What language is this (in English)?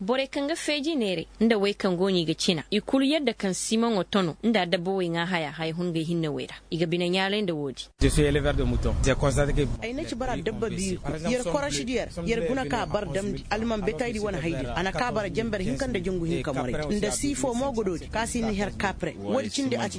Koyraboro Senni